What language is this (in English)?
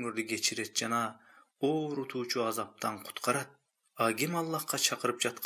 Kyrgyz